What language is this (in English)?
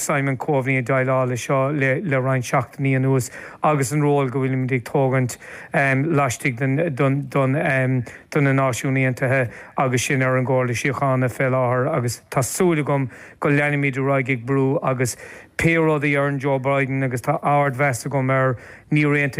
Irish